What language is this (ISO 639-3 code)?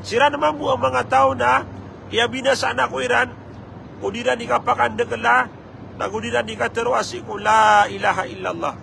mrw